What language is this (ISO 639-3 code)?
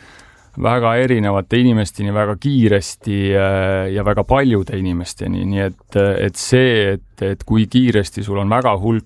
est